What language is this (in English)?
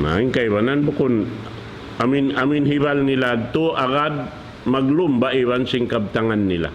Tausug